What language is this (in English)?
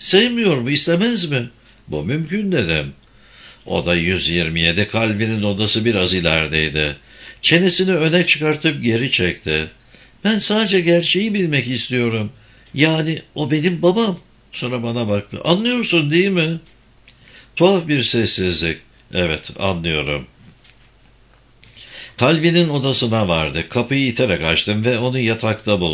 Turkish